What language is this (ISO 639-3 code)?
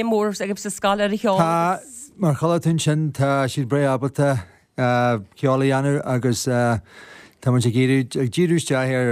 gle